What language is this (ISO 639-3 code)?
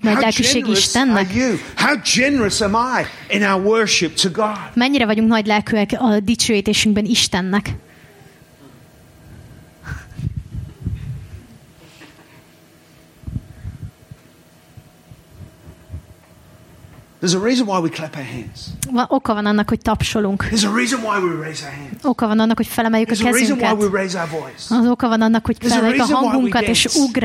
hun